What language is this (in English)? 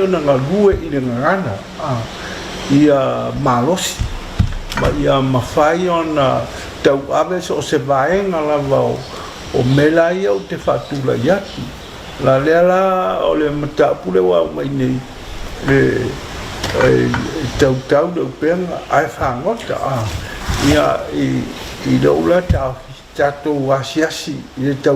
Samoan